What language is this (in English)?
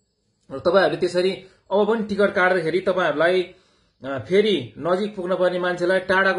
Nepali